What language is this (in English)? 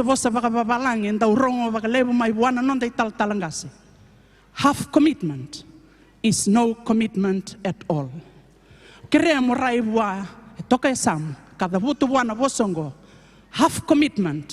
Fijian